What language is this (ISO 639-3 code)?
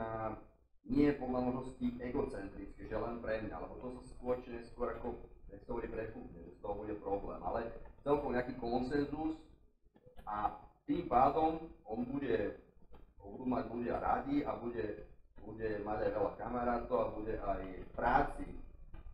slk